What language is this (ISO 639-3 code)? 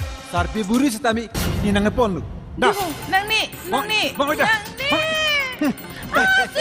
mjw